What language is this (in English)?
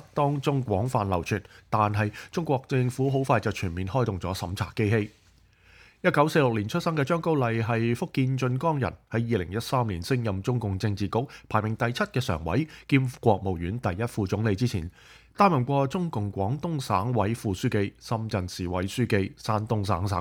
Cantonese